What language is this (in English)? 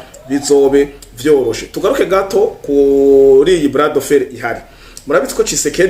Rundi